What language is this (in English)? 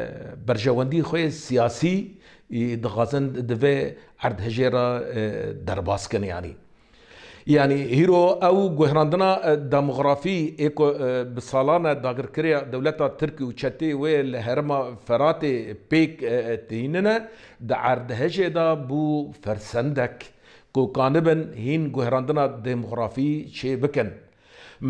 Kurdish